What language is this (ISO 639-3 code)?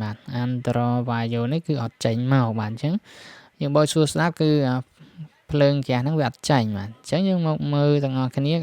khm